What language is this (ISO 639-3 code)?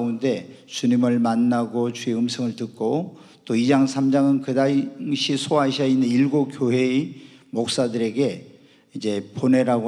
kor